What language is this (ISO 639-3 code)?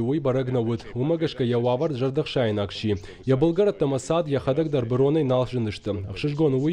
oss